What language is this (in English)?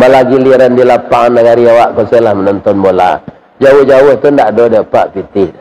Minangkabau